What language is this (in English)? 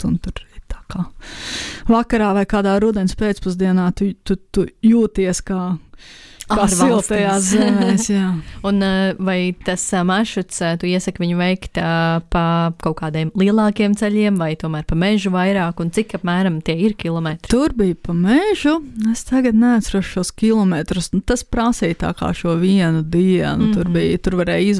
Latvian